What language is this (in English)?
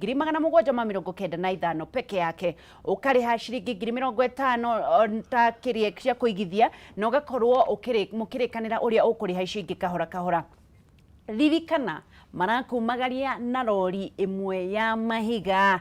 Kikuyu